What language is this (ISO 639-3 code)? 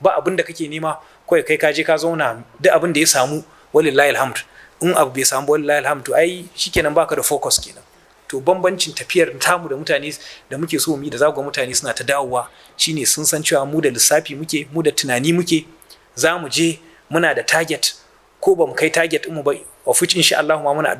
hau